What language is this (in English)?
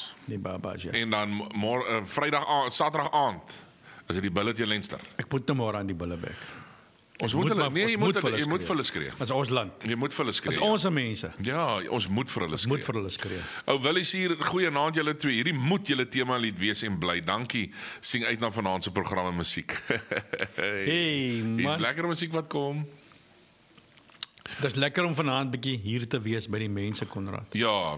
Afrikaans